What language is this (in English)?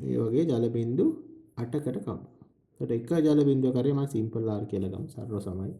Sinhala